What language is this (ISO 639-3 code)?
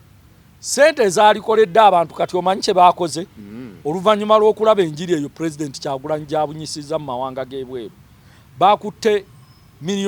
lug